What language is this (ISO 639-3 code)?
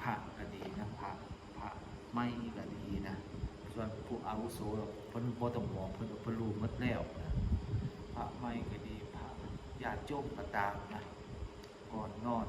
lao